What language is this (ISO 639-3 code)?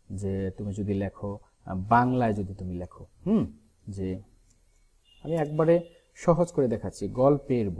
ben